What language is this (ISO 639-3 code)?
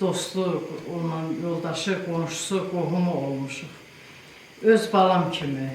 aze